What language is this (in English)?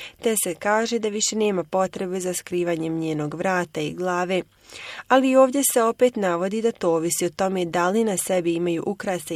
Bosnian